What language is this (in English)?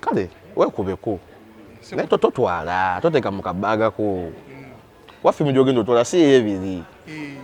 Ganda